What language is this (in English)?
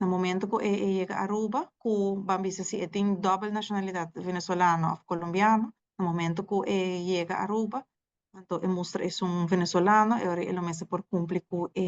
Papiamento